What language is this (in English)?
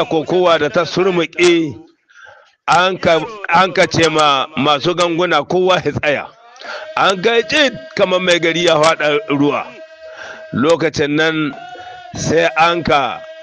Hausa